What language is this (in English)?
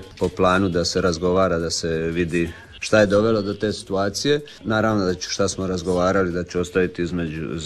Croatian